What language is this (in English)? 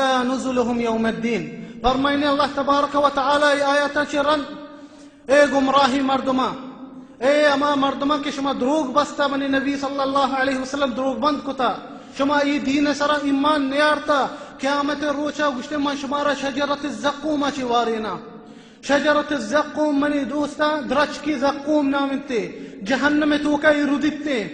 Baluchi